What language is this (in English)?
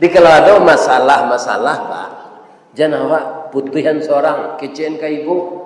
Minangkabau